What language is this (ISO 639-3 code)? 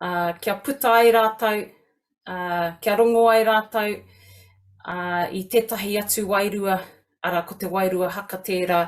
mri